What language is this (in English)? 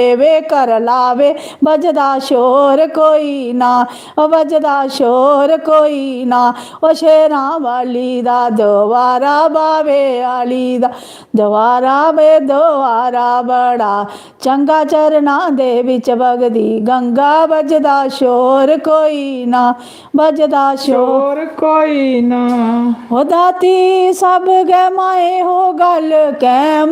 Dogri